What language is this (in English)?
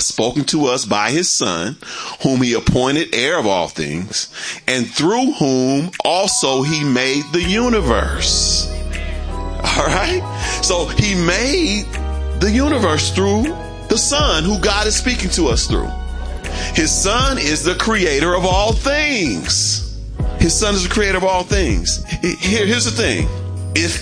English